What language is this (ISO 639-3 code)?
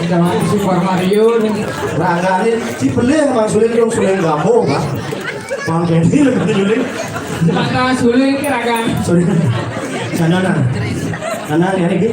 ban